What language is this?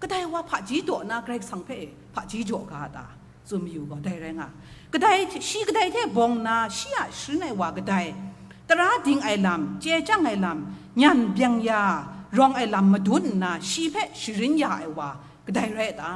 Kachin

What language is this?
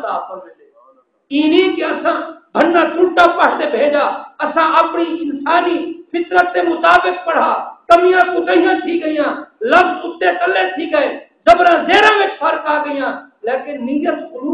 Saraiki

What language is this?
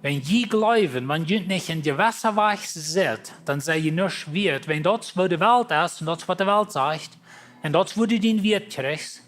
Plautdietsch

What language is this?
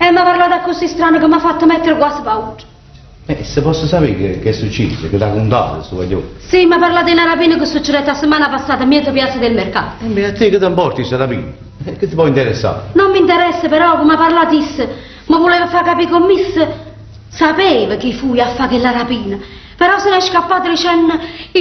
Neapolitan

